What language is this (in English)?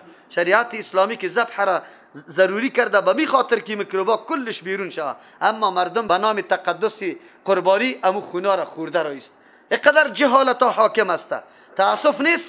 Persian